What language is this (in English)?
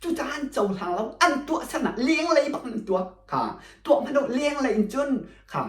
Hakha Chin